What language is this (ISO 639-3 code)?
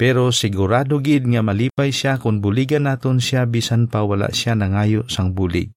hil